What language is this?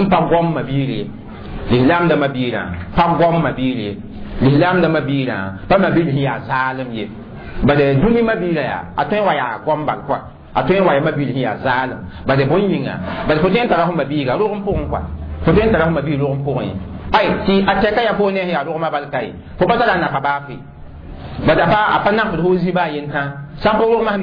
Mossi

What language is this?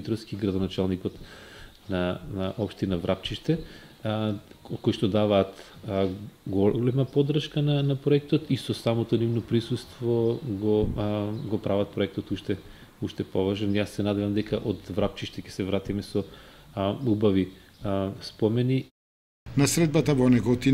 Macedonian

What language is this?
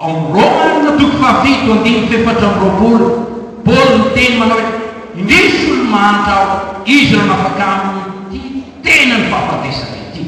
Malagasy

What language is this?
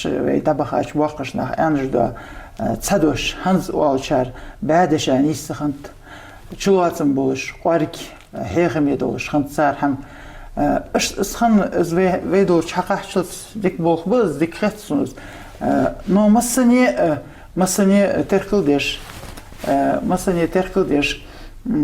Ingush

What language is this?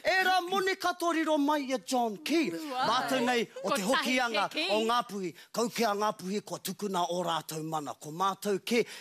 Māori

